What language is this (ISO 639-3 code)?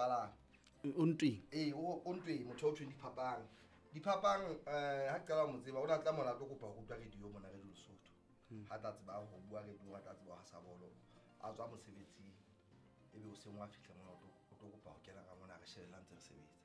sot